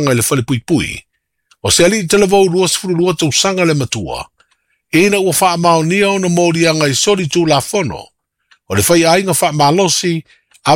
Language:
Samoan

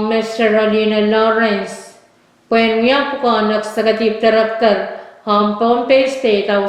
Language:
Pohnpeian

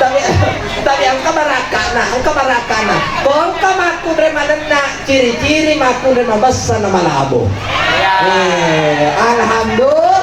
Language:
Buginese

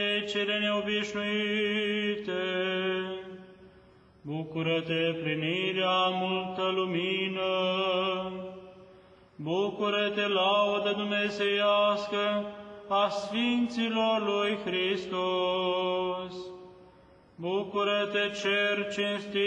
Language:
Romanian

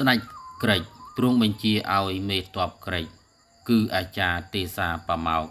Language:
Khmer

